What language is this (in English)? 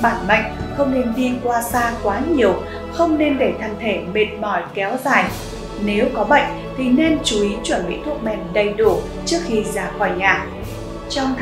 Vietnamese